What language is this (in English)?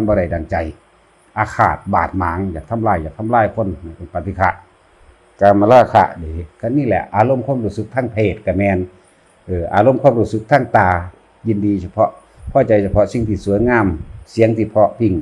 Northeastern Thai